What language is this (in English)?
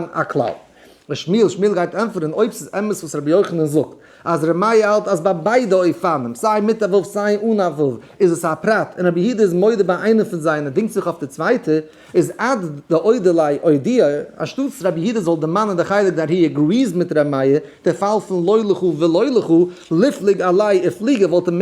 Yiddish